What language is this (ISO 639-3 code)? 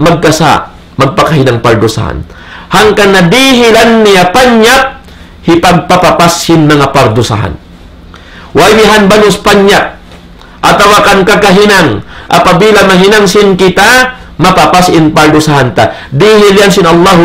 tsg